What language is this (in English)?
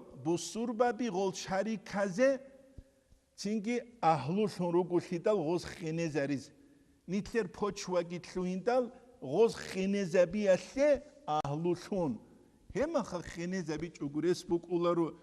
Avaric